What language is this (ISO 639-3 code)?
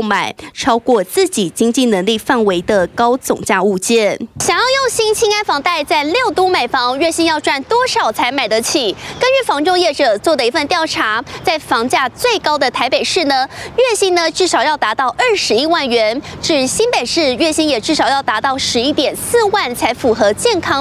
zho